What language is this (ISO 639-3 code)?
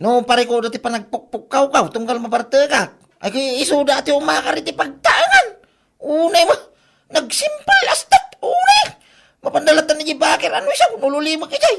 ilo